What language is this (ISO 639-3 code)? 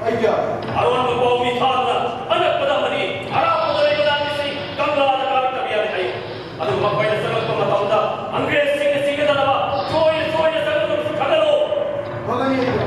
mni